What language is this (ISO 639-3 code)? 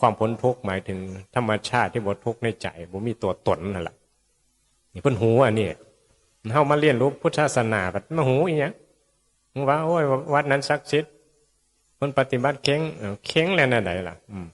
tts